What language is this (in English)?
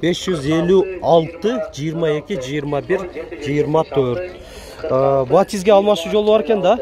Kyrgyz